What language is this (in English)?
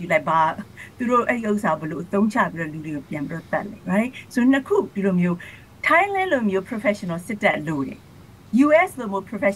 Burmese